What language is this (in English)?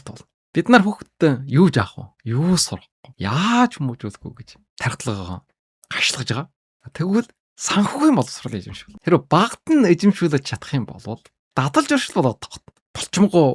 Mongolian